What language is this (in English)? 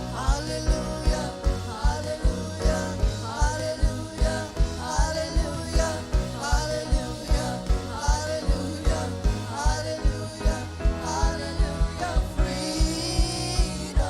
Marshallese